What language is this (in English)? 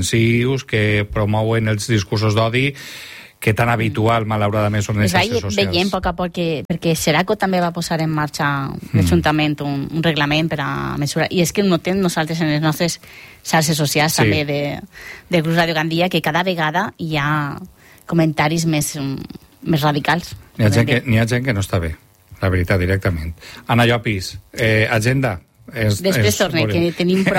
Catalan